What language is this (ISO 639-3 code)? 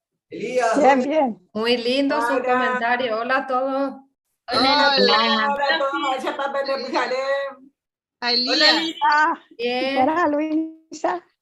grn